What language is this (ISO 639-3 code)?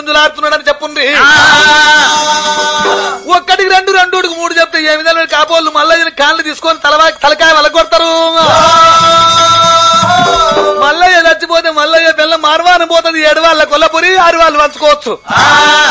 tel